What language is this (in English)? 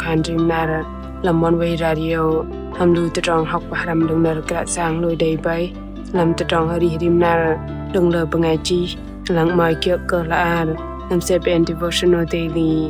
Bahnar